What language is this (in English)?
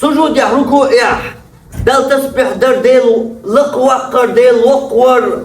Chechen